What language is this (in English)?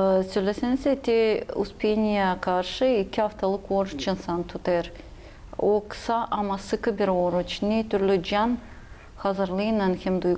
Gagauz